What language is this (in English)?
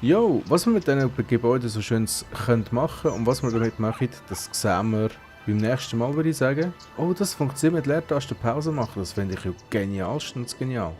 Swiss German